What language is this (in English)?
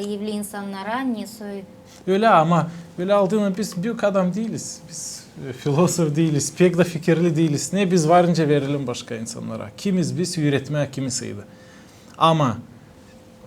Gagauz